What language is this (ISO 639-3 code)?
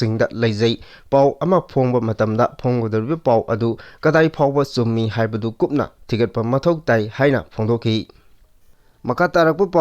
mni